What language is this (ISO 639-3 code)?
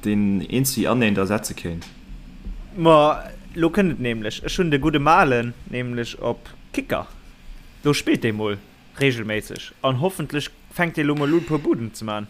ltz